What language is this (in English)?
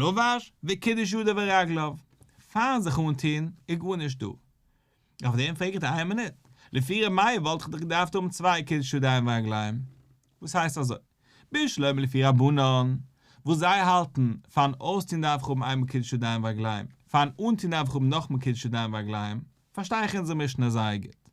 Yiddish